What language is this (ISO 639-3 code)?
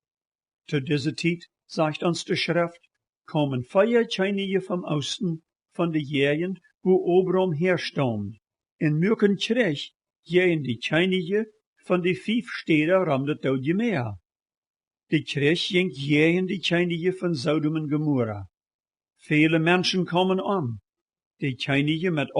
pdt